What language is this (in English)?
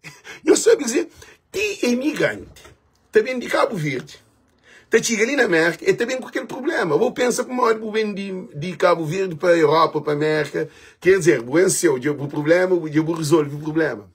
Kabuverdianu